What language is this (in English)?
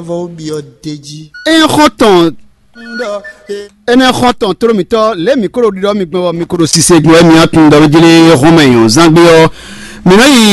Fon